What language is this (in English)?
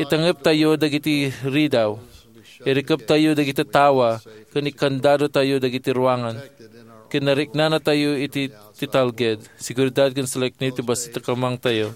Iloko